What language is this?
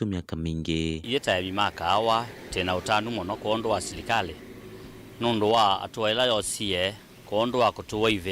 Kamba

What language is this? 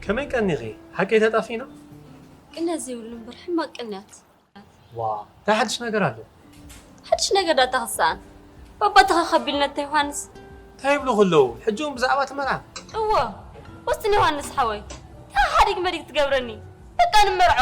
Tigrinya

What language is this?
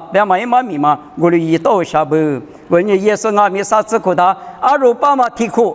Lisu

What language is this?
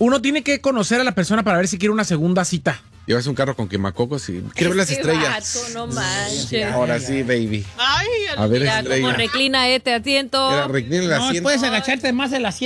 Spanish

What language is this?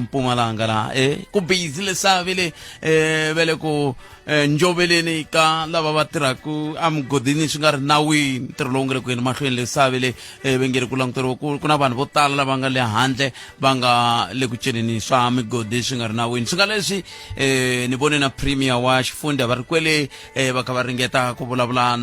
Tsonga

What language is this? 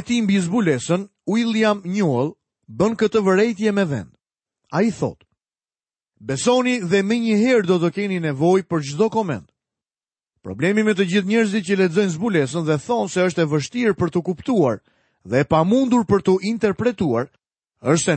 Albanian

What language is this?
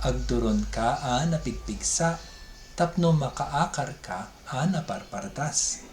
Iloko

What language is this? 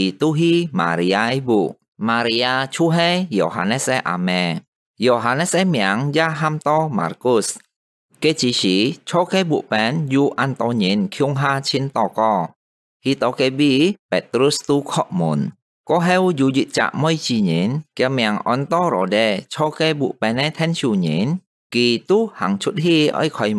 Hakka Chinese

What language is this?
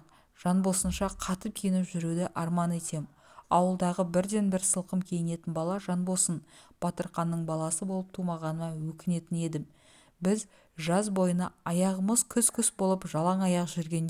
Kazakh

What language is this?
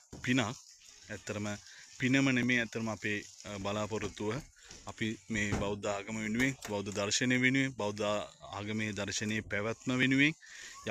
Sinhala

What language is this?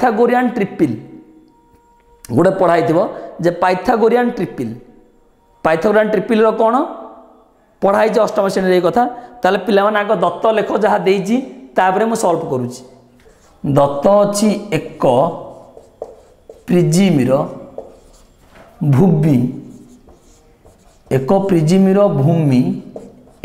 Odia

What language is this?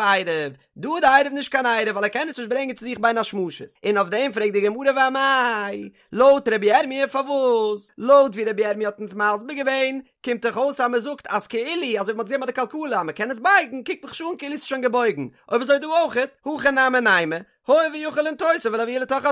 Yiddish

